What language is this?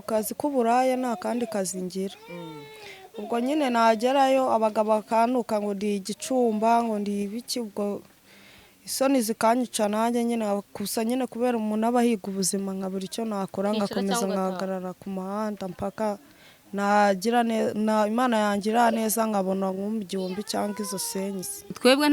Kinyarwanda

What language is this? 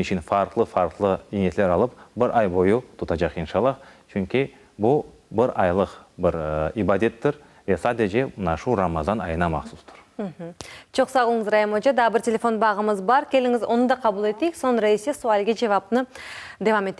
Crimean Tatar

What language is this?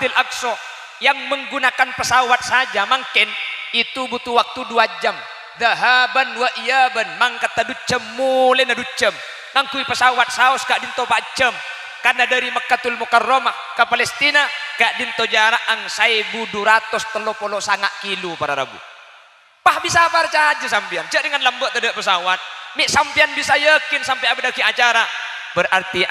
Madurese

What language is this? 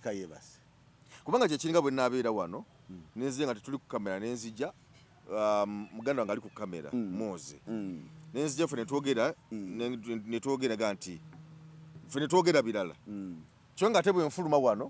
Ganda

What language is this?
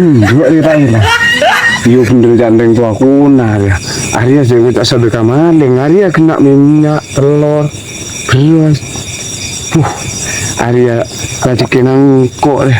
Madurese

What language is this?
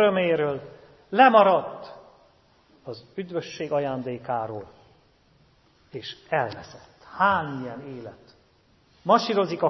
Hungarian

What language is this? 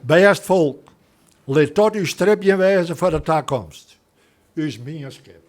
Western Frisian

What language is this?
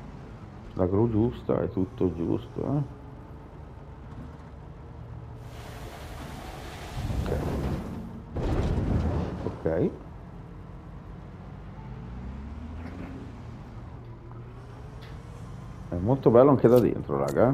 Italian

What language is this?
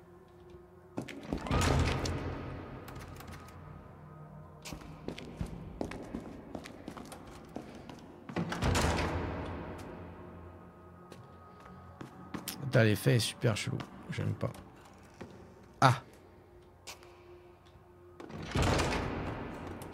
French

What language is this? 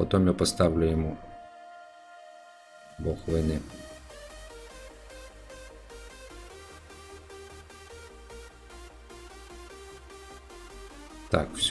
Russian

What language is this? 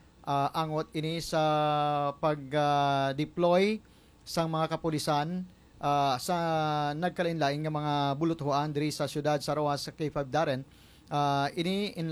Hiligaynon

